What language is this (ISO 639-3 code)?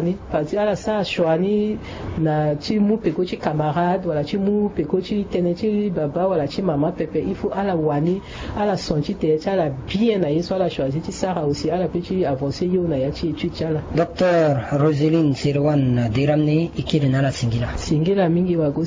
sag